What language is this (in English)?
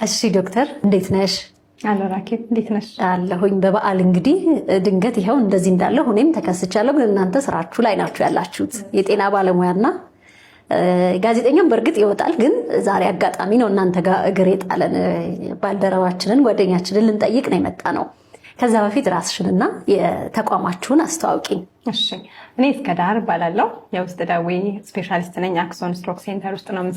Amharic